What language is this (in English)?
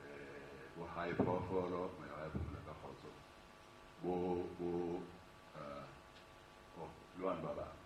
Southern Sotho